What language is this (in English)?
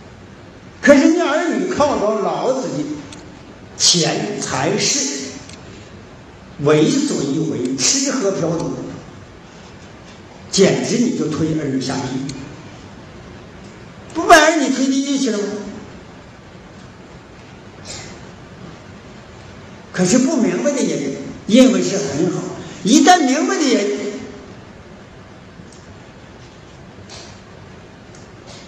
Chinese